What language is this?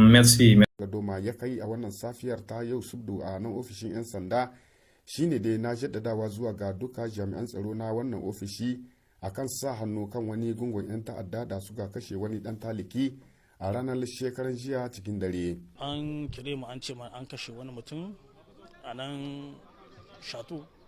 Hausa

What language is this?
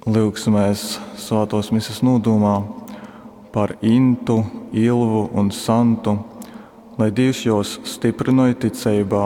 Latgalian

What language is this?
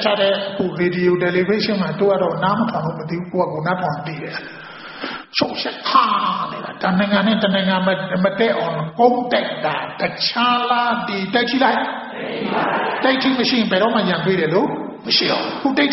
Burmese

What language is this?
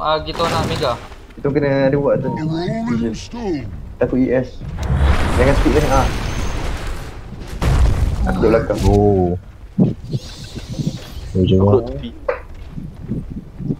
Malay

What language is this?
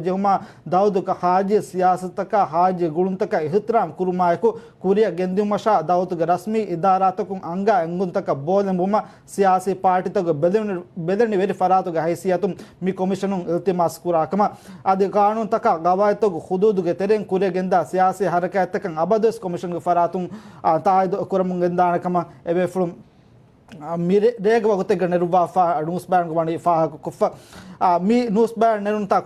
Divehi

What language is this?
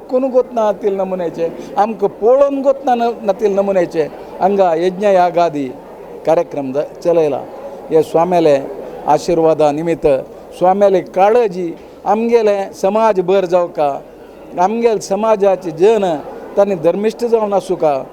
Konkani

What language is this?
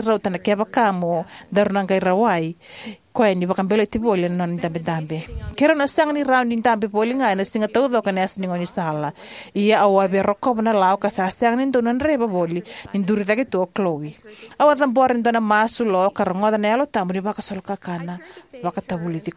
Fijian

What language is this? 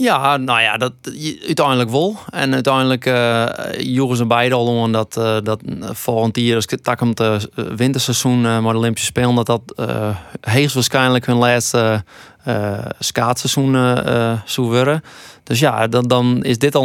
Western Frisian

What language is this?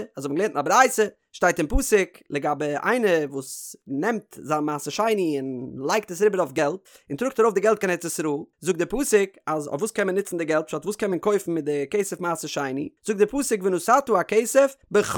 Yiddish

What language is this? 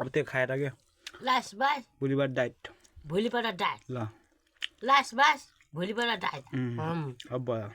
Nepali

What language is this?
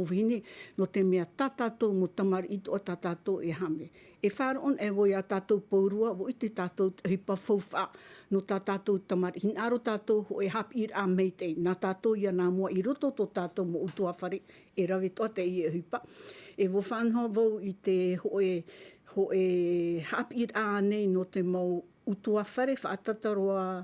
Tahitian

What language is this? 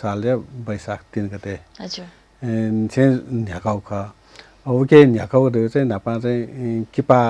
Newari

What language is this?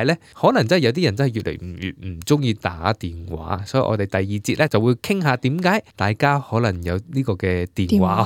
Cantonese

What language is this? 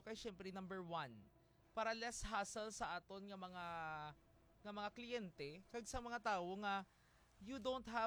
Hiligaynon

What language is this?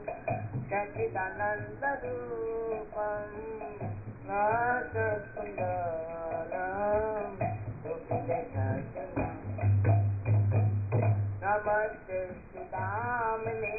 Hindi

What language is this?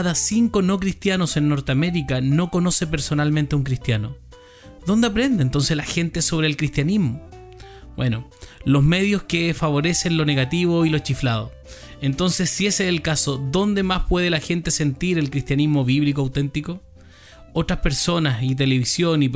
Spanish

